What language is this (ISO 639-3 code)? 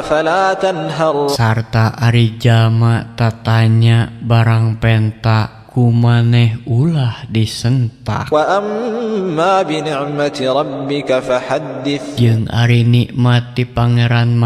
sun